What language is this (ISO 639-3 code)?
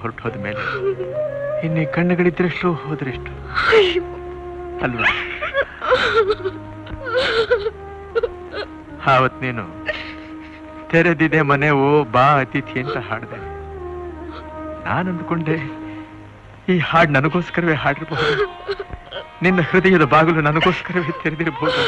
kan